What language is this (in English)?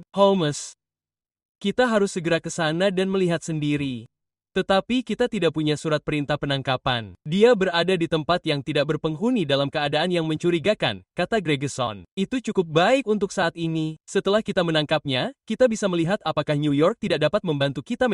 Indonesian